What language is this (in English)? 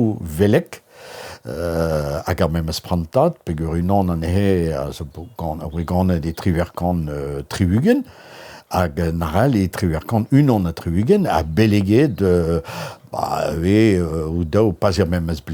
Breton